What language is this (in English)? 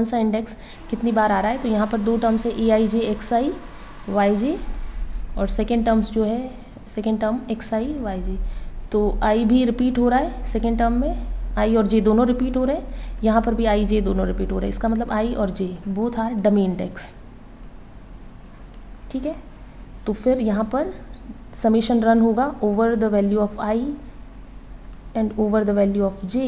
Hindi